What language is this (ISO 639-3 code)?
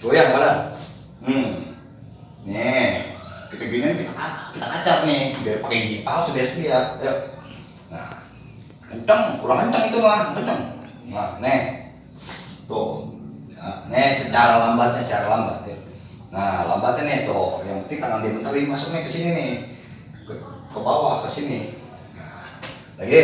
bew